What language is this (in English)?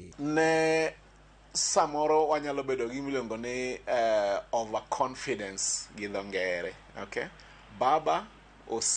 Luo (Kenya and Tanzania)